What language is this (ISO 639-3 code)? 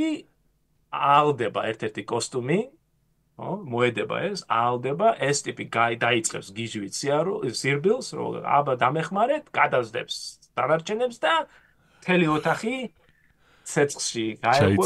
kat